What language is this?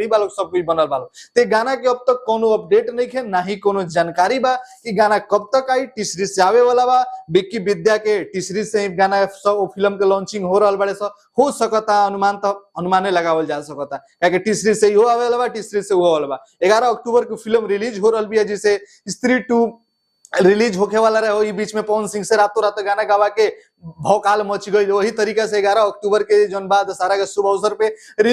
Bhojpuri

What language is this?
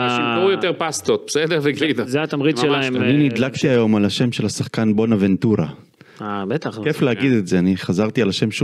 Hebrew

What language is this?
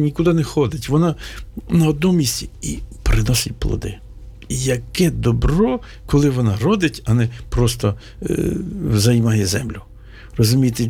Ukrainian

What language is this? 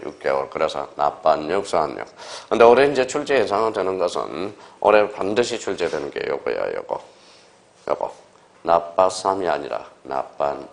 Korean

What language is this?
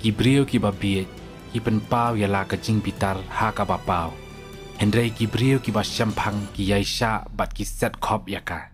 Khasi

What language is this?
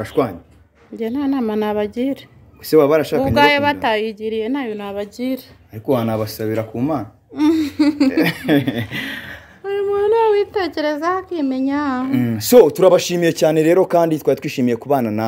Kinyarwanda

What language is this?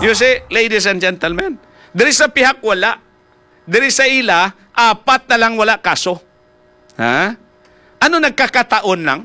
Hiligaynon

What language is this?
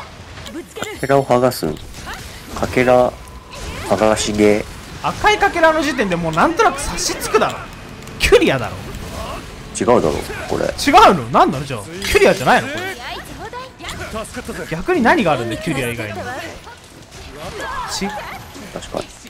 Japanese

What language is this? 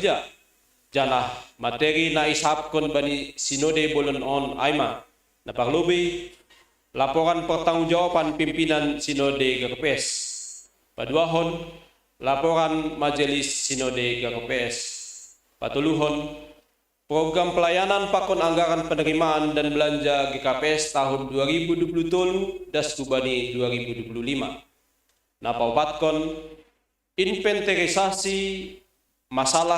Batak Simalungun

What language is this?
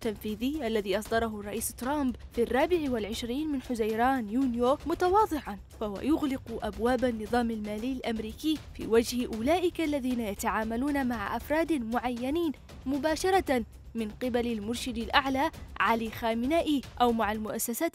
Arabic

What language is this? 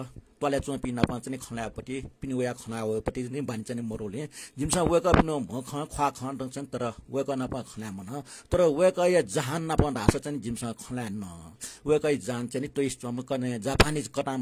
Newari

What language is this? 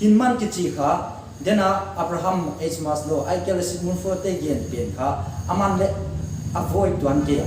Paite Chin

